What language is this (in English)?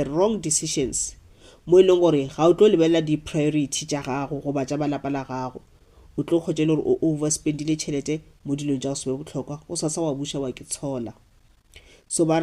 Northern Sotho